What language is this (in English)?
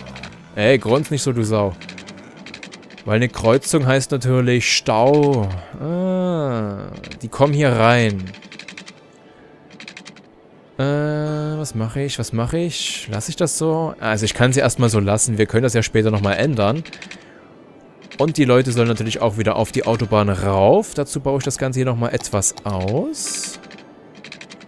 German